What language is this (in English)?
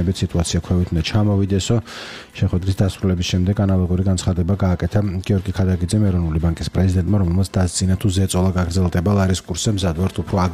Georgian